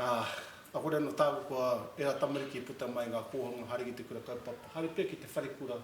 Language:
Māori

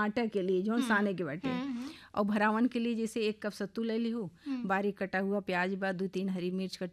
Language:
Bhojpuri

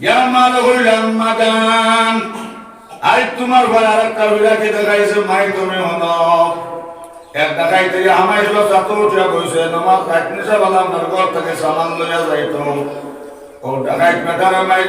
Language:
Sylheti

